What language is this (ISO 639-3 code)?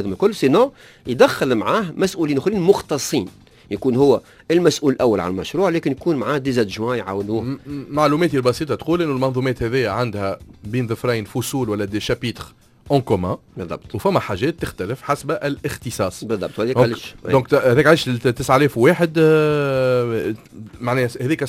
aeb